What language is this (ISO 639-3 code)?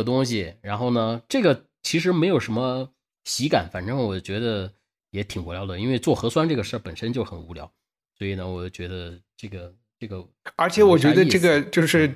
zho